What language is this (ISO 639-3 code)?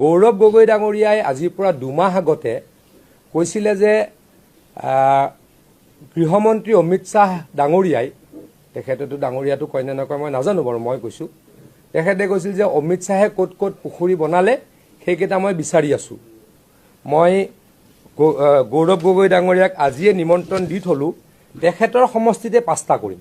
asm